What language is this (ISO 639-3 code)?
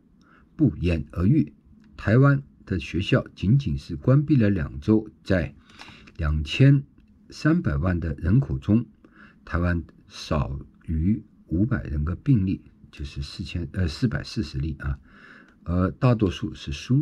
zho